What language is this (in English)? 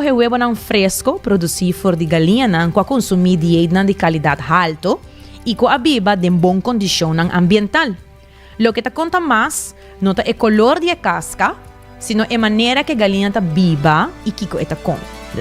Papiamento